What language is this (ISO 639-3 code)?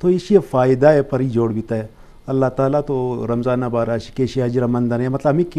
bgp